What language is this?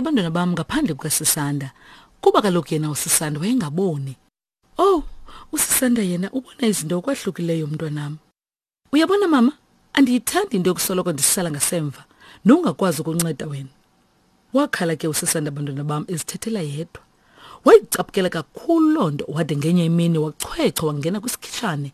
Xhosa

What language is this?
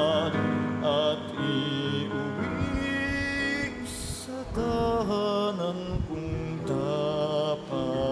Bikol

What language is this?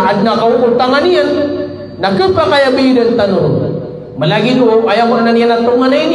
Maranao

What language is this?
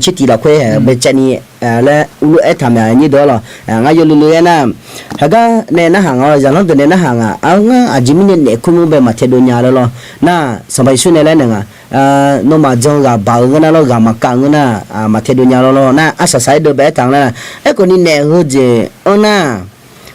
Akha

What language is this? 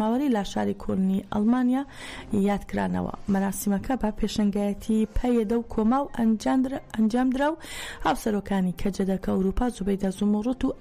Central Kurdish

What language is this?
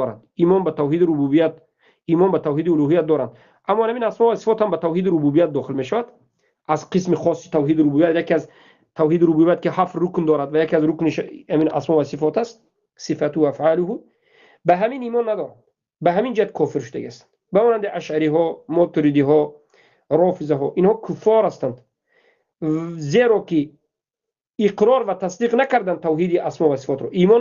Tajik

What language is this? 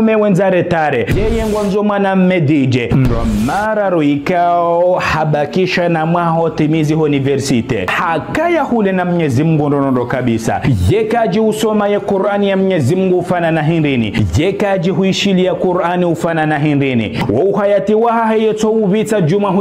Ngazidja Comorian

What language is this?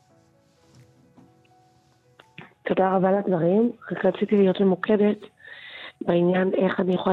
Hebrew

